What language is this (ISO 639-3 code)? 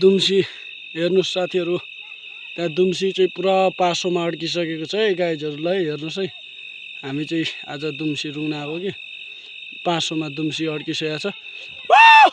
nep